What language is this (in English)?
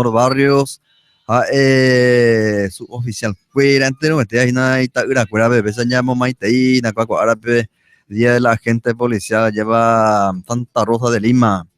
Guarani